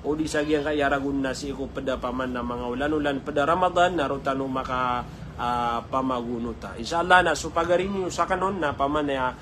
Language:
Maranao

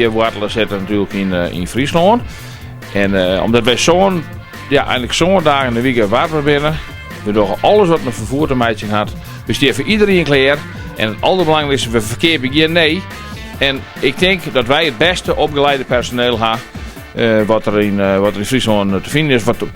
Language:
Western Frisian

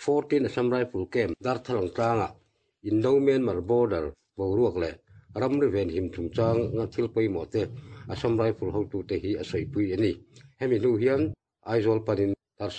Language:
Mizo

